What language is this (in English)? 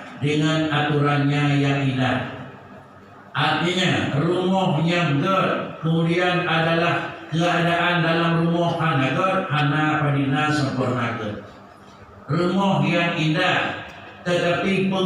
Achinese